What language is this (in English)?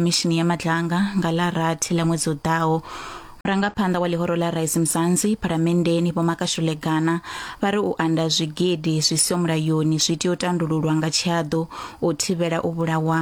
Venda